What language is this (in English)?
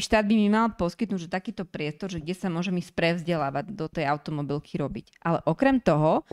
Slovak